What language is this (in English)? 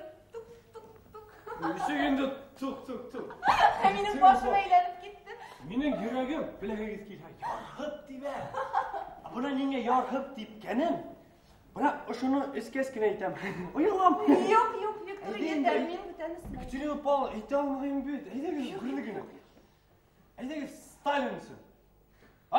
Bashkir